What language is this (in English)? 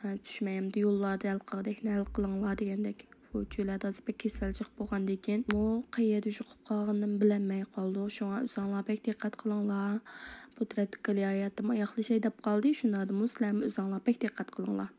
Uyghur